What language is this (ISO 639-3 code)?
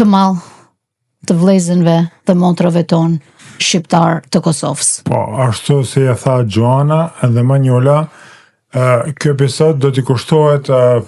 sqi